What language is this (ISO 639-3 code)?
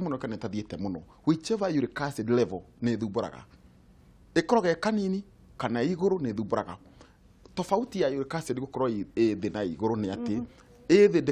kik